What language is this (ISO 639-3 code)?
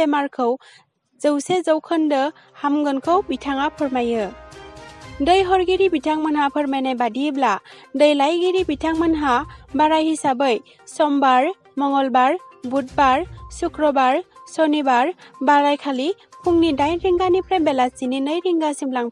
brx